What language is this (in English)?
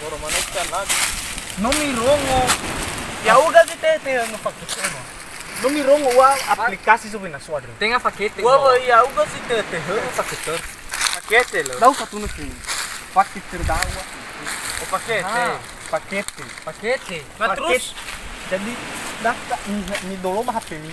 Nias